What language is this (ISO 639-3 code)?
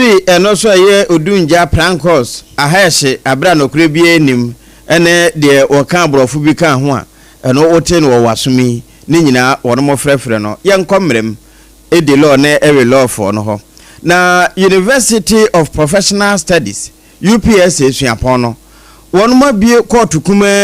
aka